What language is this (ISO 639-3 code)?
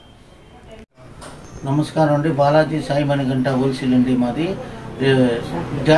tel